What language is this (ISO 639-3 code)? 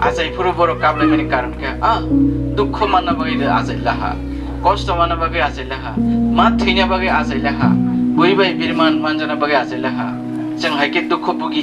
ria